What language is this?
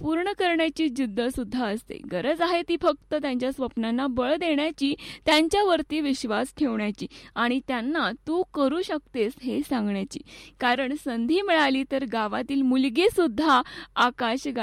Marathi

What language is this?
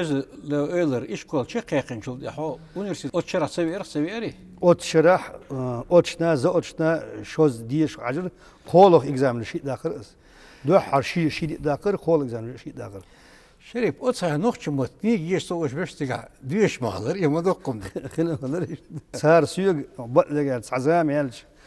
Chechen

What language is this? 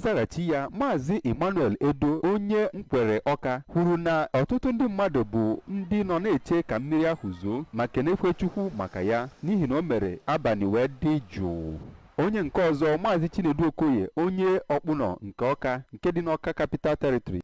Igbo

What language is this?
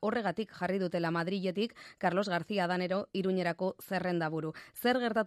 Basque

